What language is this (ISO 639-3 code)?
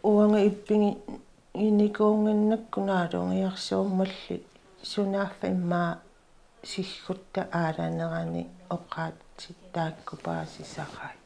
kal